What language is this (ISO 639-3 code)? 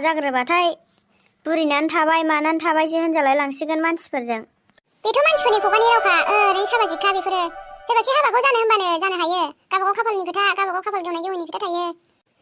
brx